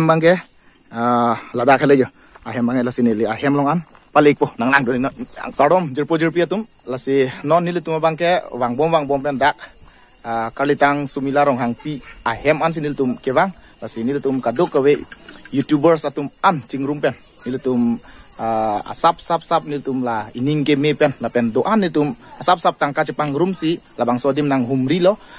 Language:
Karbi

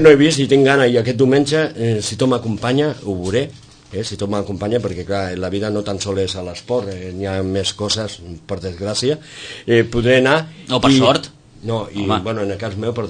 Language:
Catalan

